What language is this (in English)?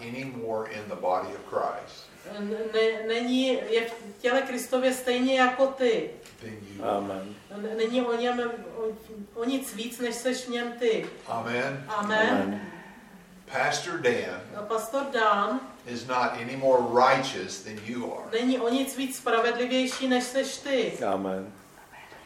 Czech